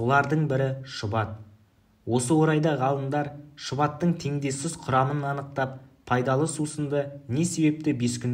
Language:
Kazakh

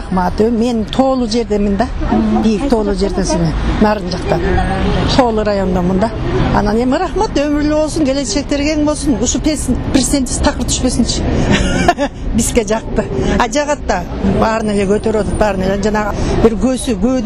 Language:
Kyrgyz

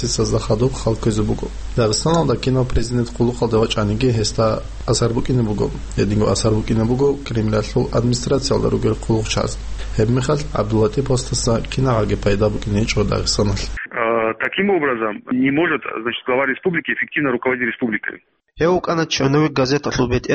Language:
Avaric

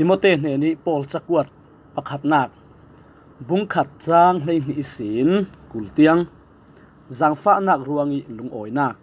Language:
Falam Chin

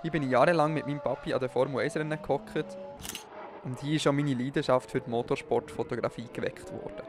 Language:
Swiss German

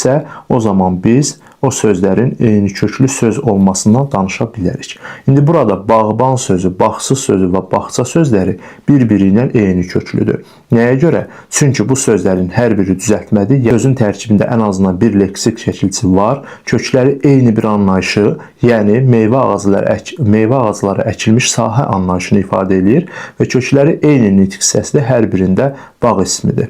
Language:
Azerbaijani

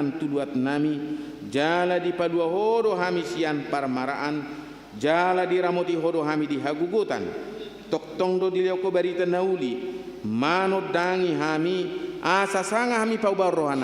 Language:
Batak Toba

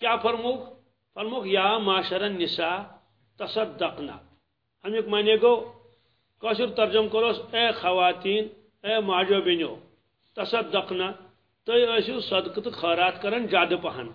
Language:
Kashmiri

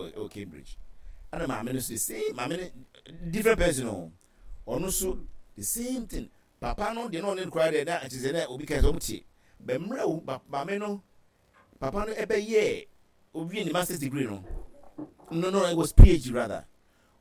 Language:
Akan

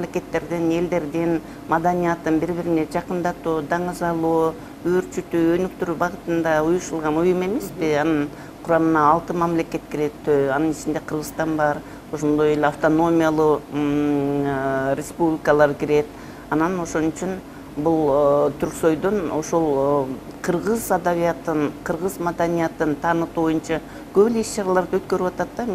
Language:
Kyrgyz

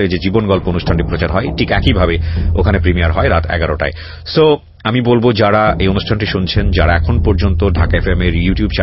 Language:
Bangla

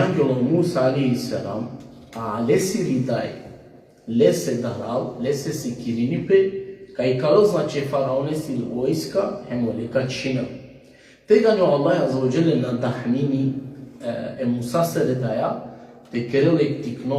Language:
Balkan Romani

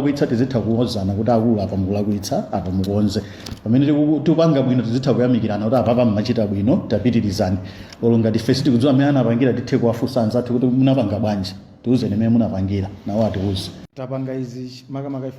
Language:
Nyanja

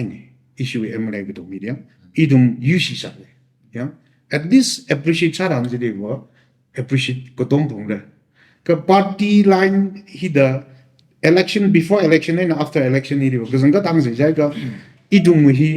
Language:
Tangkhul Naga (India)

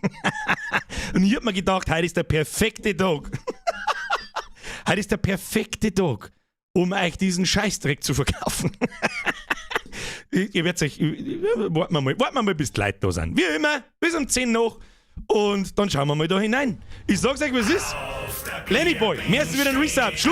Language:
Bavarian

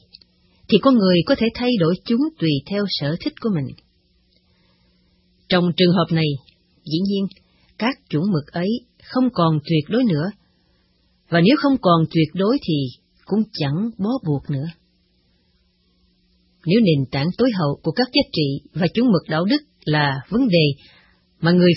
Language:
Vietnamese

